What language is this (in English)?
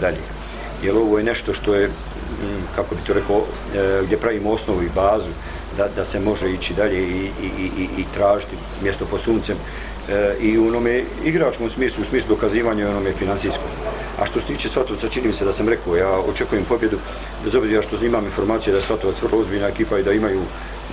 Croatian